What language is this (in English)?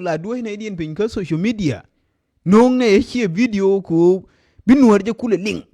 Nuer